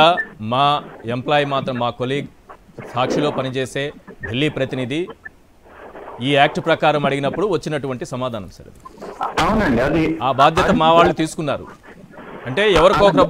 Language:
Telugu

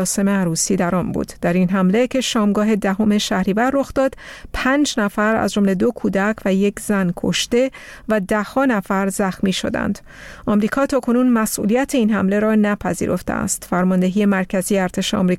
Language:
Persian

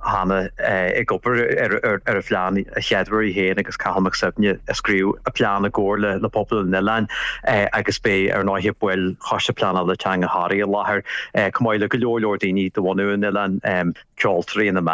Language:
Irish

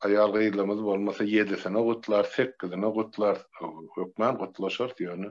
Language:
Turkmen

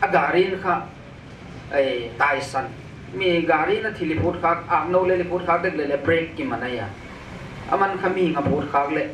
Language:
Paite Chin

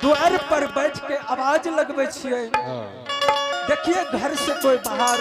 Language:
Angika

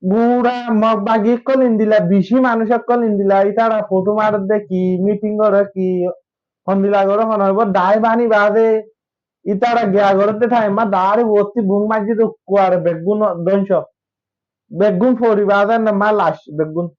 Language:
Rohingya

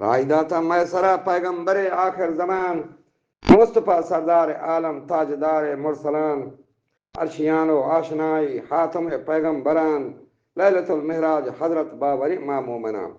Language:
Eastern Balochi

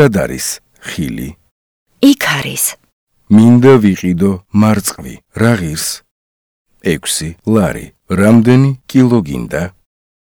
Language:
Georgian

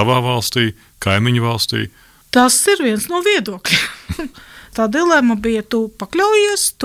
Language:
Latvian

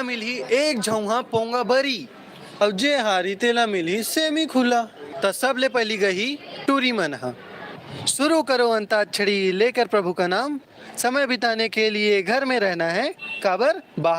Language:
Chhattisgarhi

